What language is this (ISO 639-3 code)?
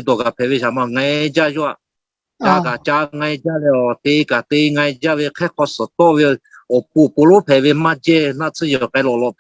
lhu